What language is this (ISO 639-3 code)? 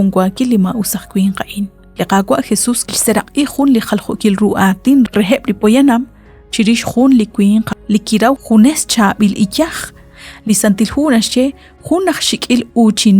kek